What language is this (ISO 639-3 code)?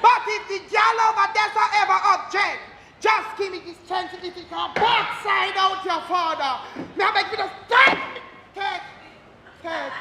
jam